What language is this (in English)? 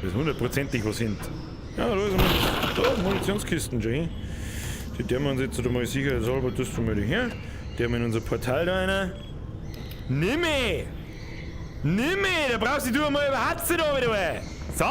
Bavarian